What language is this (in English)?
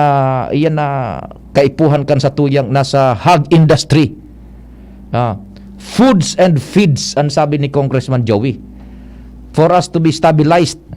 Bikol